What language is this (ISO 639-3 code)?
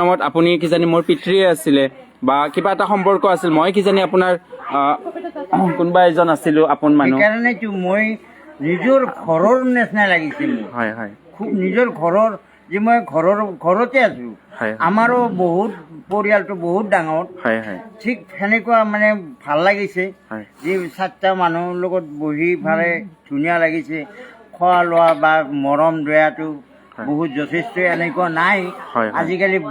asm